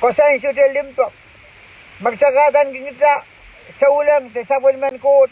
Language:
Pohnpeian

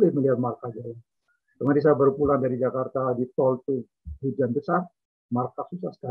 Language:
Indonesian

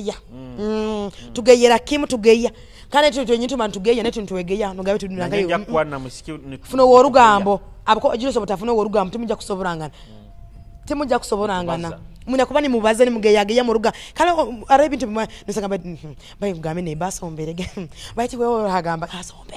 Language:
Nyoro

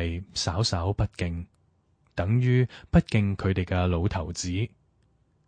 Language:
Cantonese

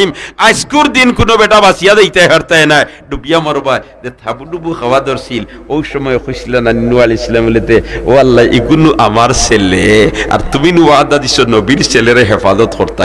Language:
Sylheti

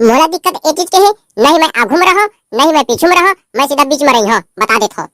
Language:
Chhattisgarhi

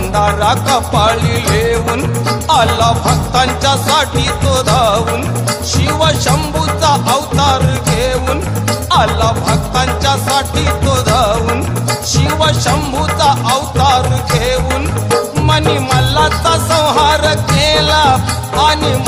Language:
Marathi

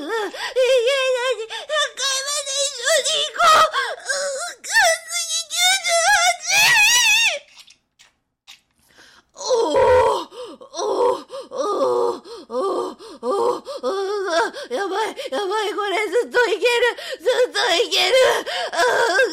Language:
Japanese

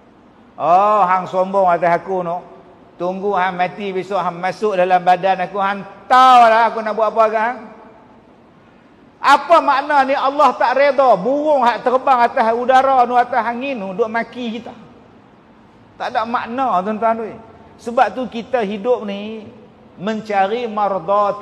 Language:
Malay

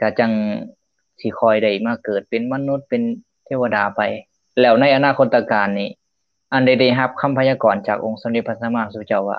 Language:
Lao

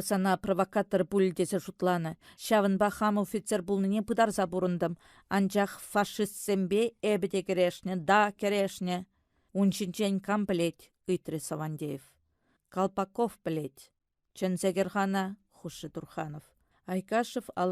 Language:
Chuvash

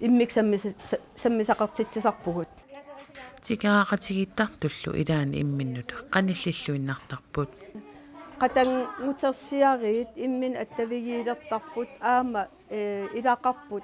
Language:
Kalaallisut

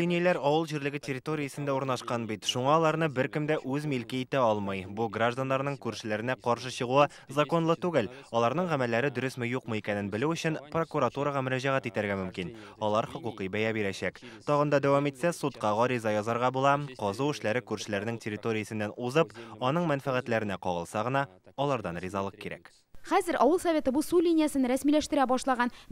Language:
Tatar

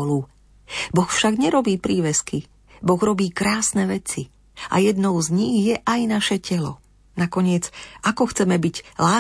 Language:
Slovak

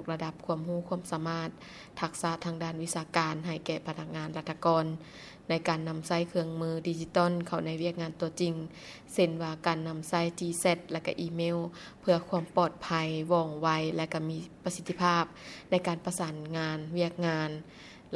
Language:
Lao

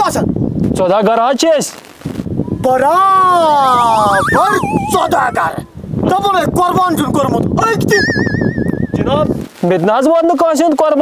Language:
Kashmiri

